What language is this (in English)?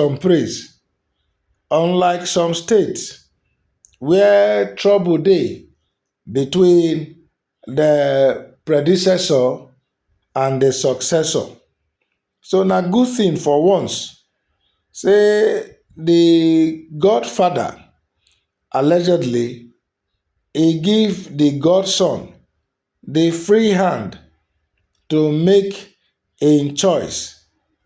Nigerian Pidgin